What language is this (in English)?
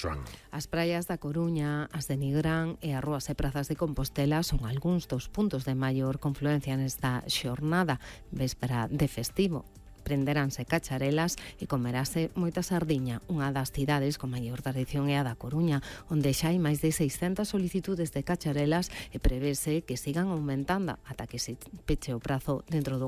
Galician